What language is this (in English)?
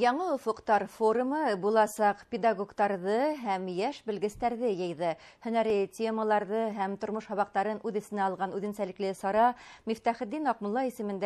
Bashkir